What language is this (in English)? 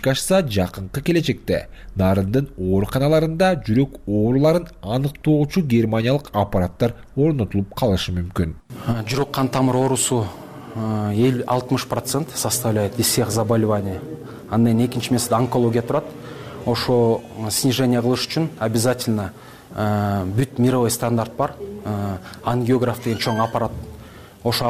Kyrgyz